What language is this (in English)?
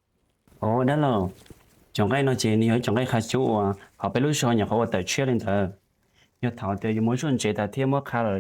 Hmong